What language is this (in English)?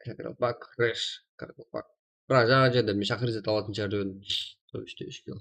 Kara-Kalpak